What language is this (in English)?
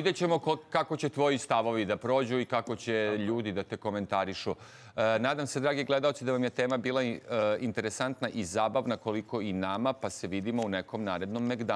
Serbian